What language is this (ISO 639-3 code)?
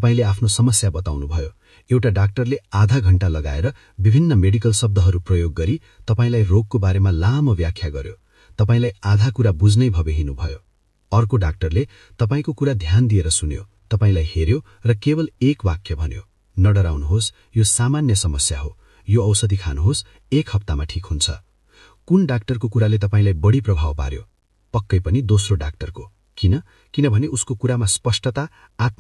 nep